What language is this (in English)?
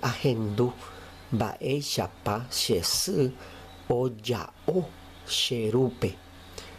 Guarani